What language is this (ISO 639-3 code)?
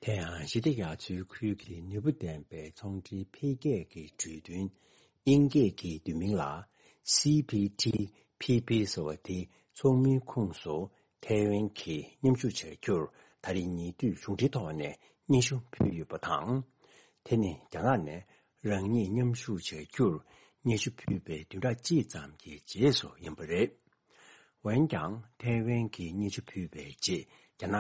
bod